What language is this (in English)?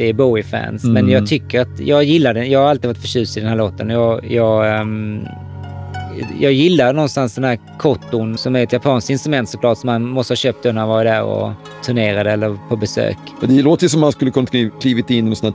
Swedish